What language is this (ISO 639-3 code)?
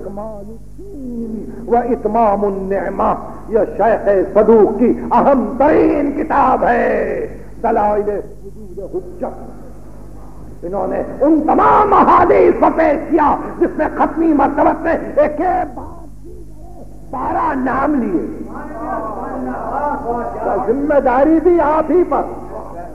urd